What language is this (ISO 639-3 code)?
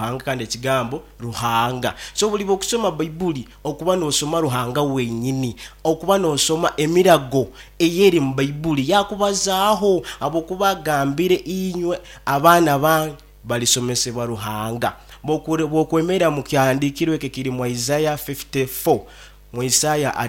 nyn